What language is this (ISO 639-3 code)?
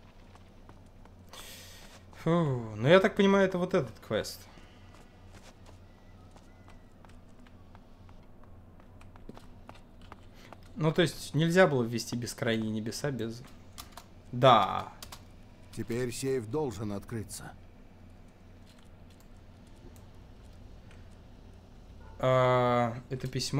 rus